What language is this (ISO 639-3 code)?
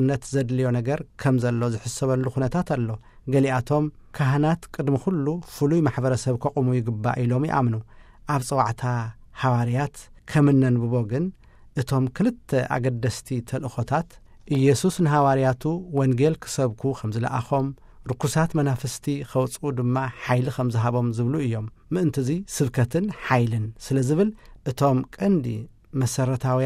tir